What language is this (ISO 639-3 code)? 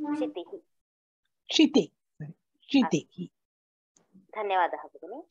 san